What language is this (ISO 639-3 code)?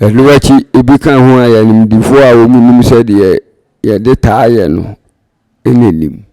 aka